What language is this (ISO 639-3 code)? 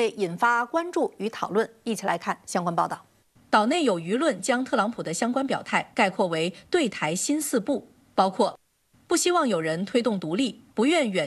zho